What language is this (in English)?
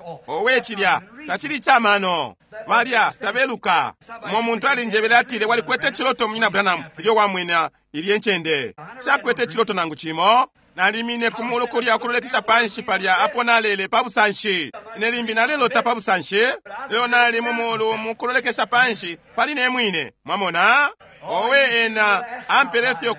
Bemba